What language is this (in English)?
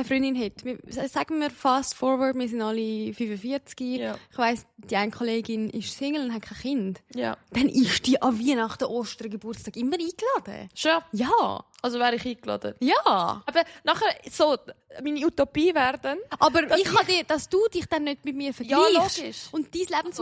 Swiss German